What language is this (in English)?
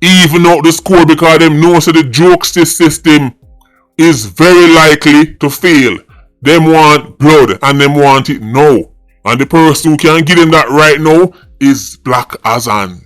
Jamaican Creole English